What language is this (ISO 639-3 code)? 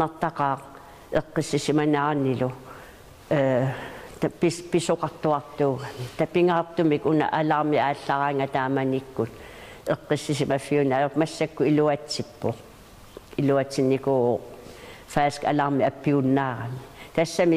kal